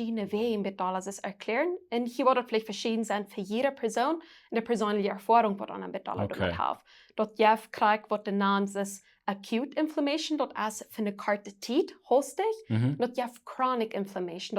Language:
Plautdietsch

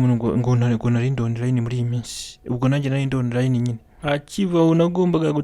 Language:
Kinyarwanda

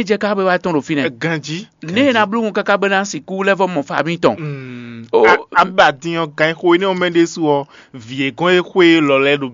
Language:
Fon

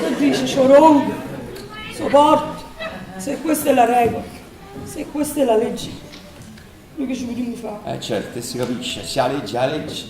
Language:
Neapolitan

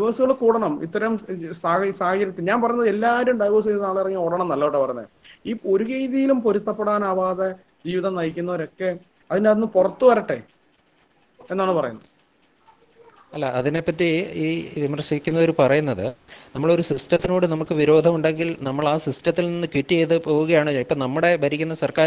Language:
Malayalam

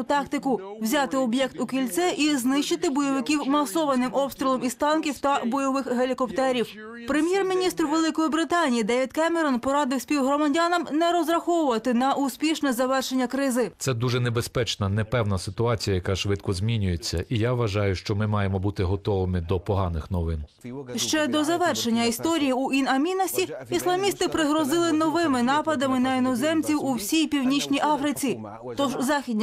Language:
Ukrainian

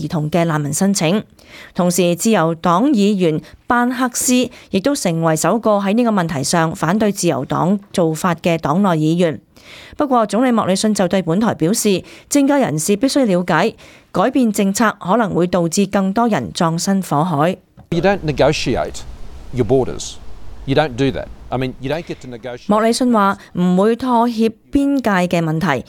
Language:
Cantonese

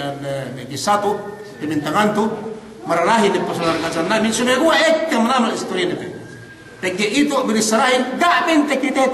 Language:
Yakan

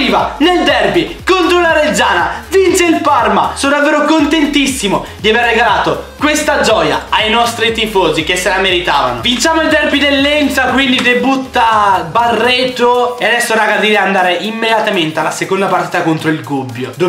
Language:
Italian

